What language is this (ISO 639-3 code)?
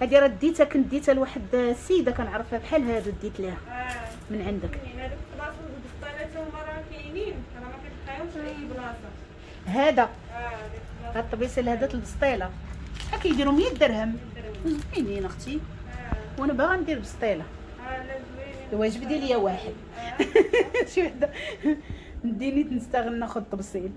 ary